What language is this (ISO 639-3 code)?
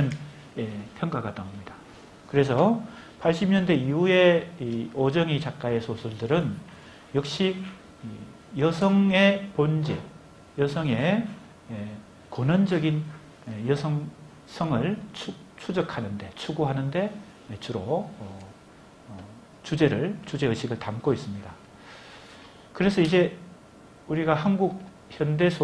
kor